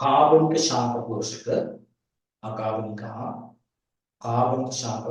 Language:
Sinhala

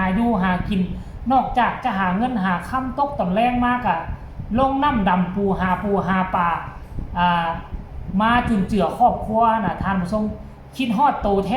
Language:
Lao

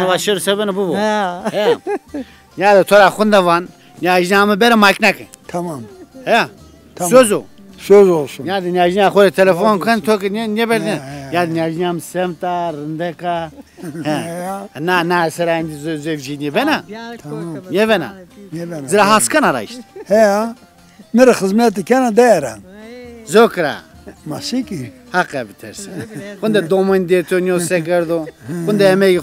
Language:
Zaza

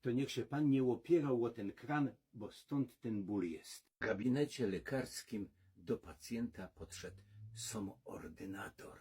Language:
Silesian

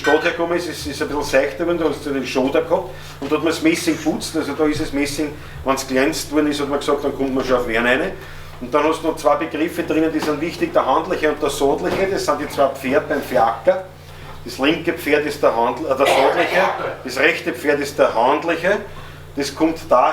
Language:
Bavarian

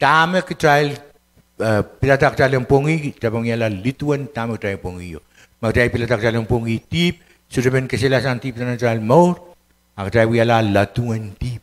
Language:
Pohnpeian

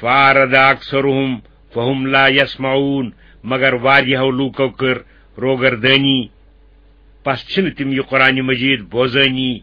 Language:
Kashmiri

